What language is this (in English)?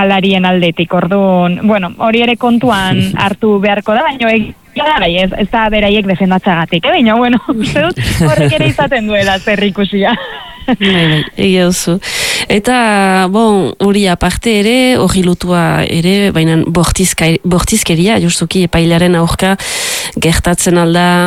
Basque